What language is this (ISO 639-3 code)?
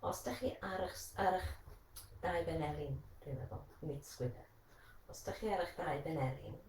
cym